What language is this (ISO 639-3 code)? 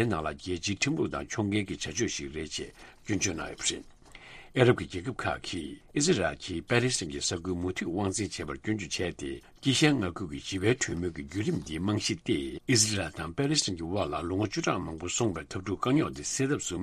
bod